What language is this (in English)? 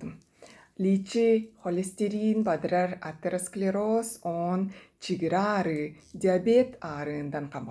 Tuvinian